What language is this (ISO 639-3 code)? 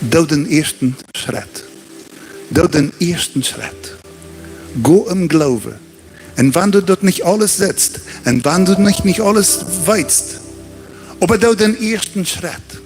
pdt